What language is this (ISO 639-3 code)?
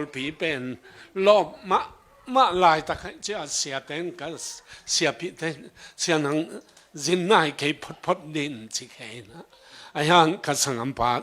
ctd